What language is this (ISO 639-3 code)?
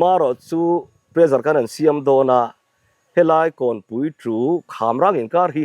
lus